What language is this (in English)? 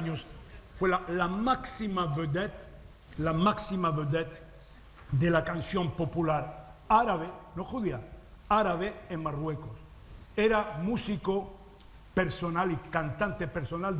Ladino